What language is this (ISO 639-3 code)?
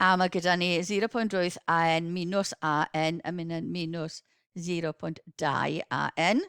cym